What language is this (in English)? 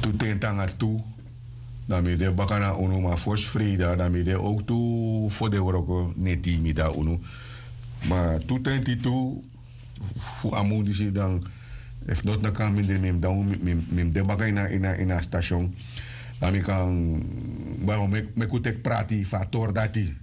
Sranan Tongo